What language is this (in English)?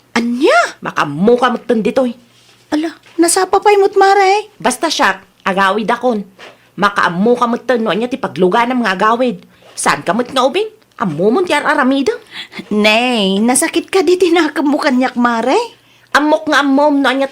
Iloko